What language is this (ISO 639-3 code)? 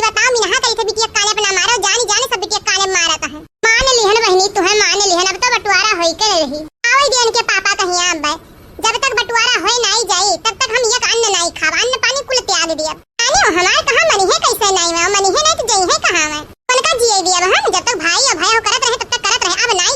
awa